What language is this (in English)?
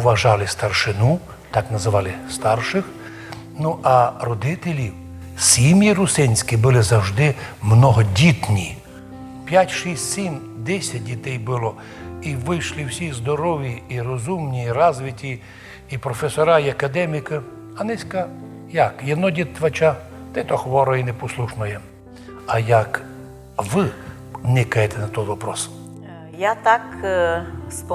Rusyn